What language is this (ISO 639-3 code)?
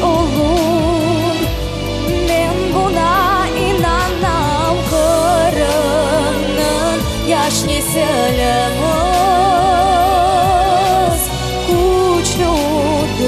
crh